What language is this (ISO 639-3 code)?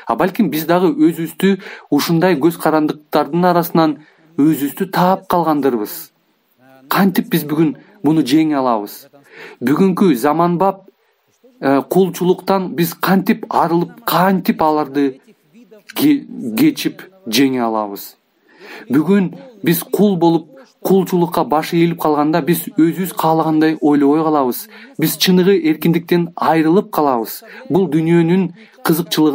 kir